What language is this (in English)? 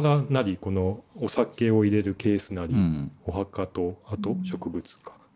Japanese